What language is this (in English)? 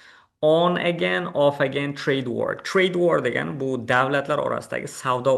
Uzbek